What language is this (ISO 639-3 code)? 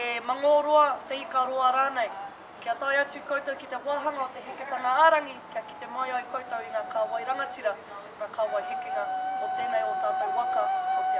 mri